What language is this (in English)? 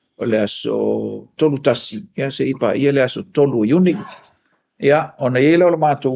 Samoan